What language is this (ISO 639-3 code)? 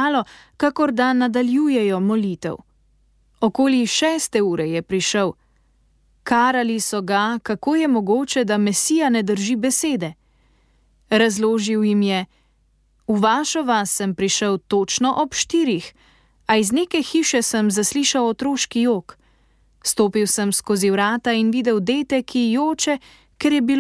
slv